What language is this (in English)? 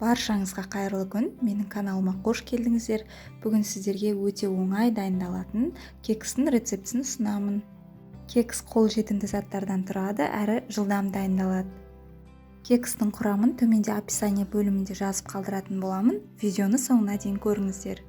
Kazakh